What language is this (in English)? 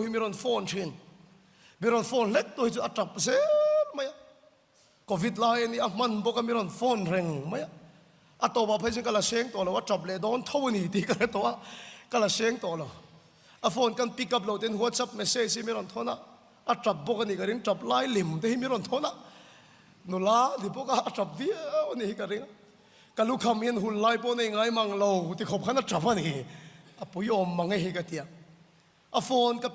Mizo